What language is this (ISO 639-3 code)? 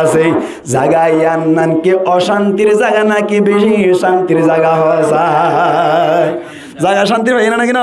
rhg